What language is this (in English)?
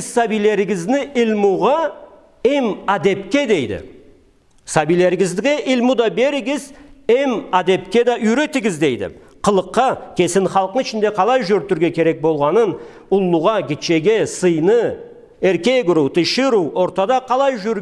Karachay-Balkar